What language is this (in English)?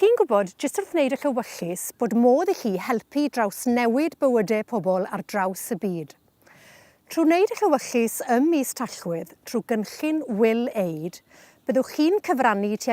Welsh